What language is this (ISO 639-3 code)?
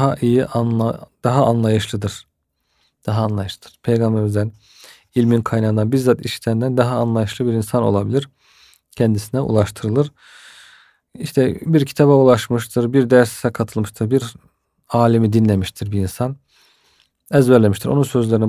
tur